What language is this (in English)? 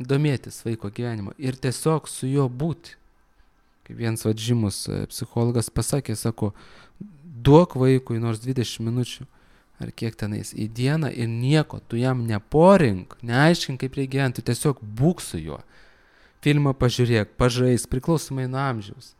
Lithuanian